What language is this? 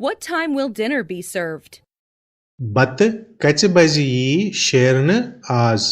Kashmiri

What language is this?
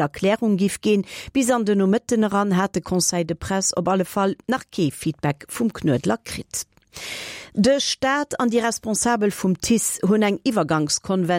Luxembourgish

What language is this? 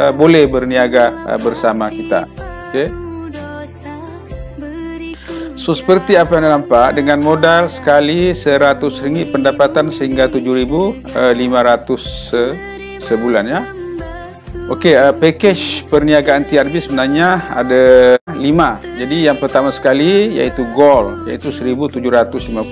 Malay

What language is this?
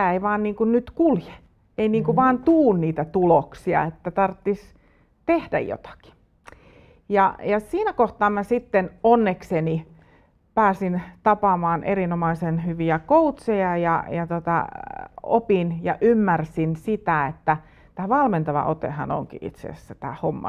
Finnish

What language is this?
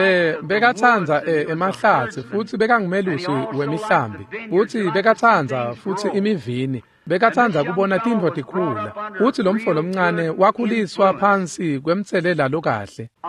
Swati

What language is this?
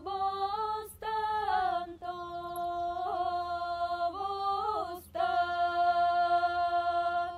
Yakut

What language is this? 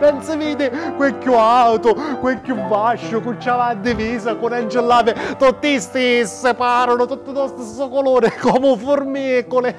Sicilian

